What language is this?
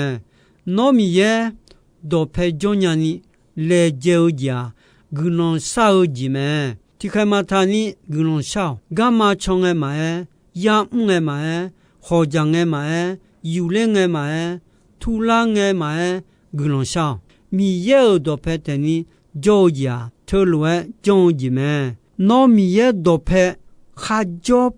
Akha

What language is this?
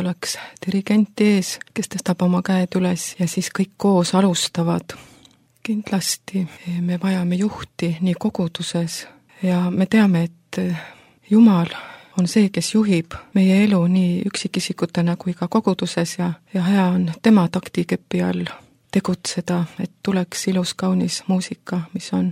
Estonian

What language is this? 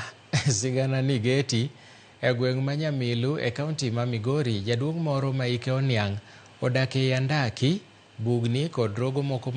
Luo (Kenya and Tanzania)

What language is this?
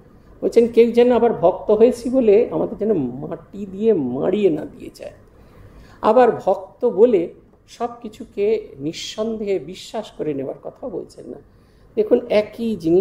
Bangla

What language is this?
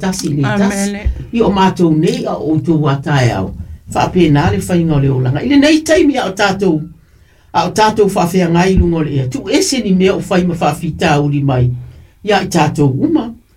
Samoan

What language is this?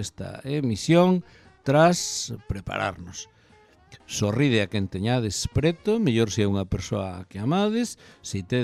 Galician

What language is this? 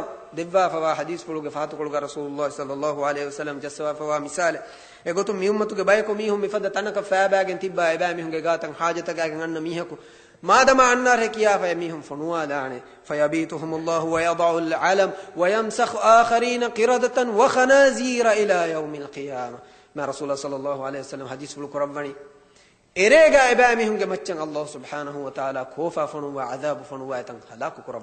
Divehi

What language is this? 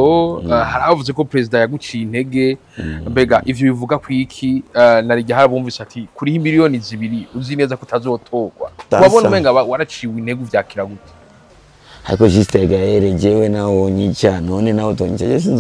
Rundi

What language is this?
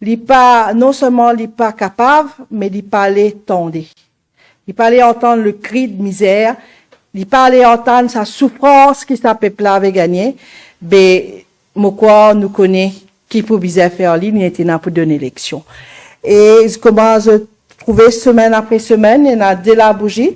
Morisyen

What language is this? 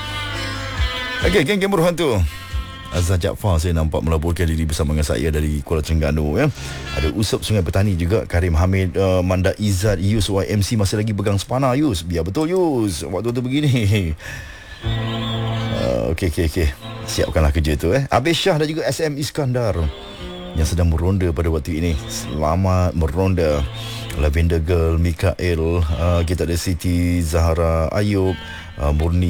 Malay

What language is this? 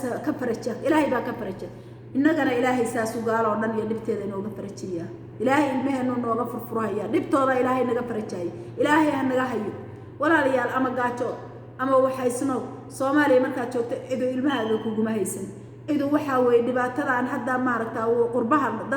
Somali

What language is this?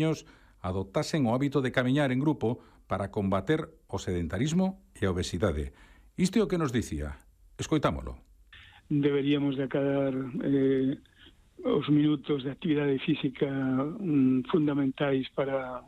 Galician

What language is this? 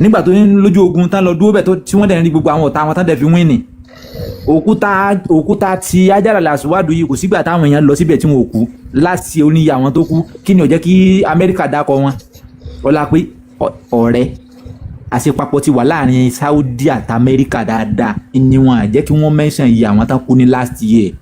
Yoruba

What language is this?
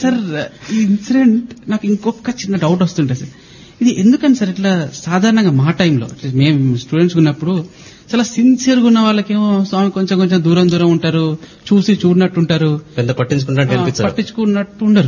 Telugu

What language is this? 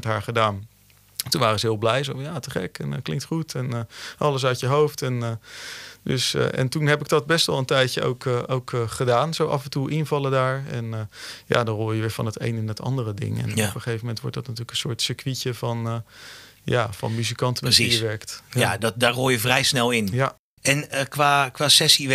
Dutch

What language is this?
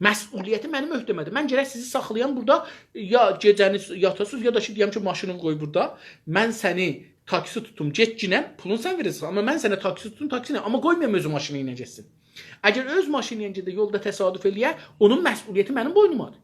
South Azerbaijani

